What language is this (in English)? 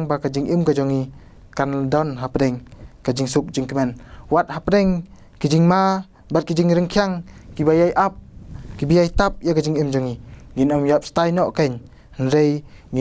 Khasi